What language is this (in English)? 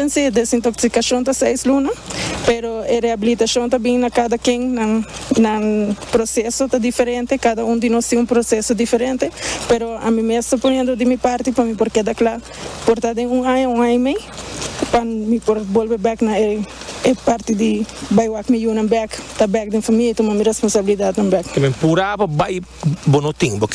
Papiamento